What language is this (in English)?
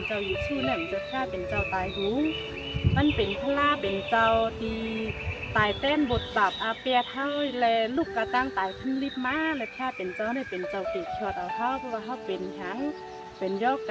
Shan